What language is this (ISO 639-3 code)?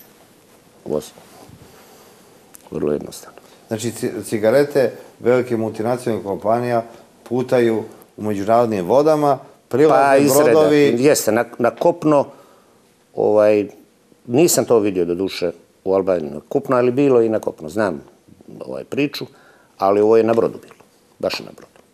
srp